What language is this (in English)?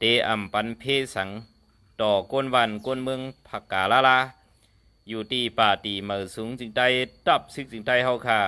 Shan